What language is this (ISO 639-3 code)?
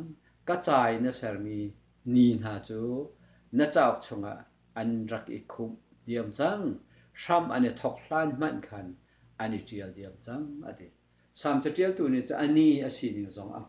cnh